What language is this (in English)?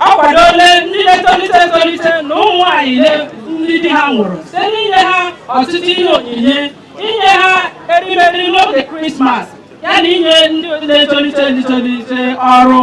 Igbo